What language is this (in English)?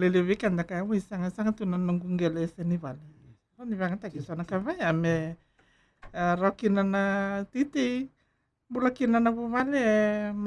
Fijian